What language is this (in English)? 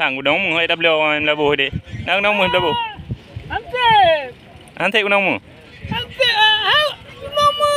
Achinese